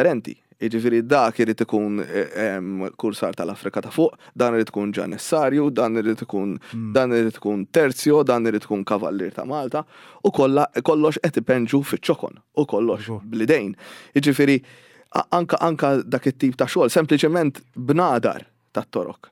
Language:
Maltese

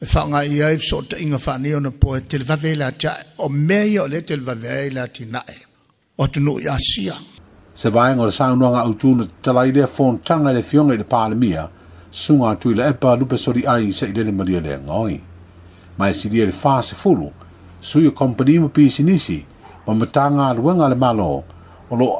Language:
Samoan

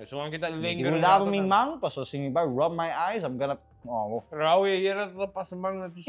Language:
Papiamento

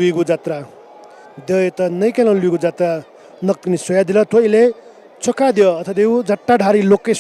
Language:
Newari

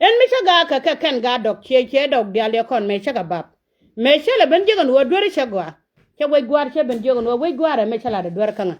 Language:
Nuer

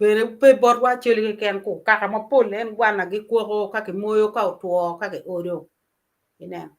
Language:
Acoli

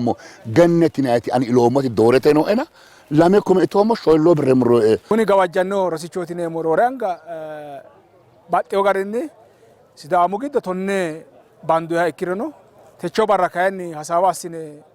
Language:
Sidamo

